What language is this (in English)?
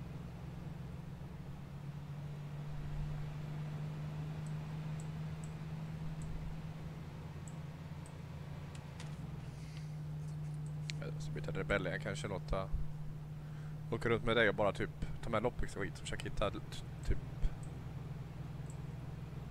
Swedish